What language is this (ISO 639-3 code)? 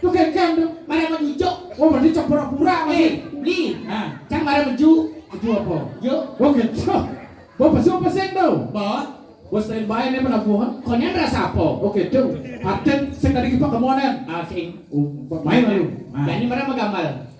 ban